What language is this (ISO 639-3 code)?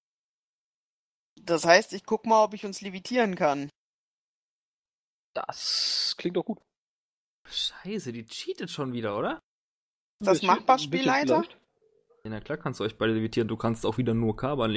deu